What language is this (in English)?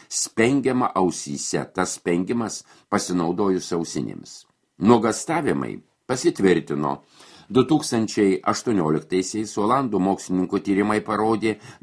Lithuanian